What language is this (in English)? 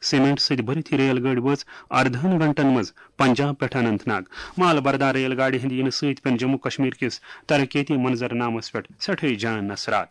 Kashmiri